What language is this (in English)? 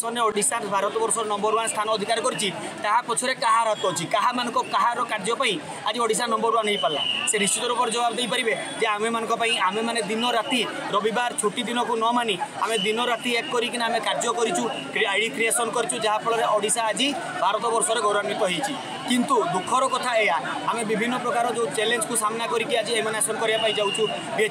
Odia